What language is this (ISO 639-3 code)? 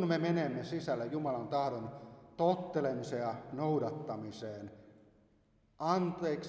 fin